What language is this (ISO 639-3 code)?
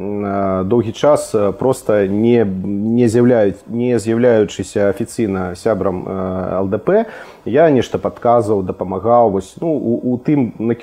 bel